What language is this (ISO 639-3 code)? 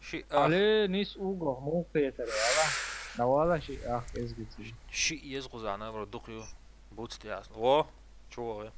che